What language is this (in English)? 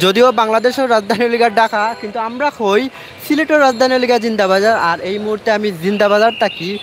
Sylheti